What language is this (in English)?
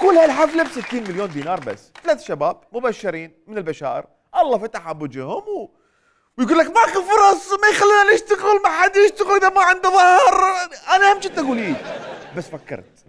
Mesopotamian Arabic